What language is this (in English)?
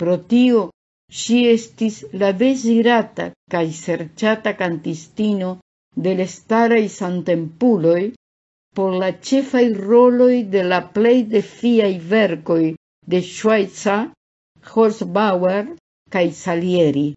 Esperanto